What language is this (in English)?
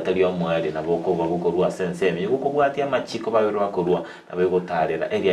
Gusii